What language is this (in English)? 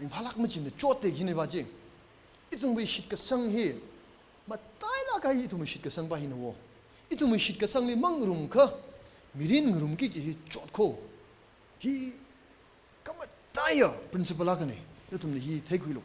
Tangkhul Naga (India)